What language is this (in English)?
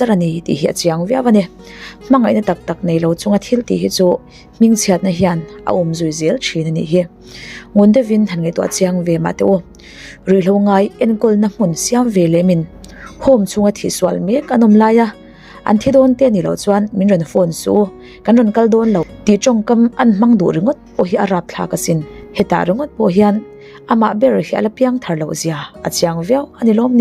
Mizo